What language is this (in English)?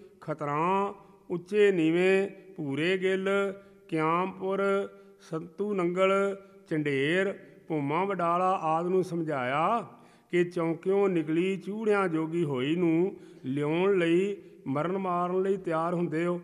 Punjabi